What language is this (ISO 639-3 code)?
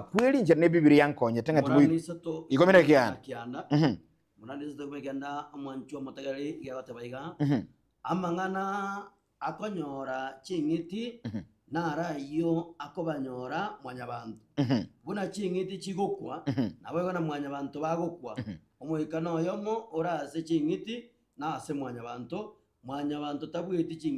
guz